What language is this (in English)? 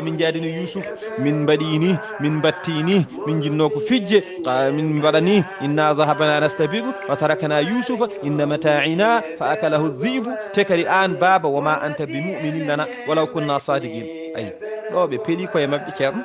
Fula